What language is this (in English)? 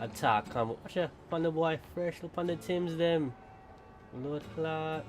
Jamaican Creole English